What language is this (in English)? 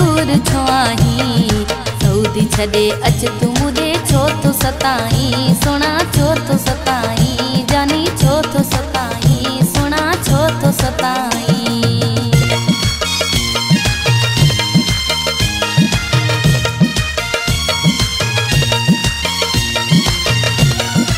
Sindhi